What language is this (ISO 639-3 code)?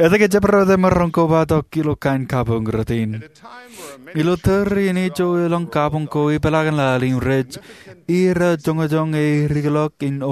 mah